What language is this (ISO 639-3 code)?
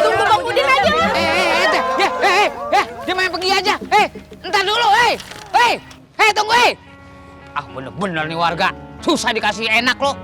bew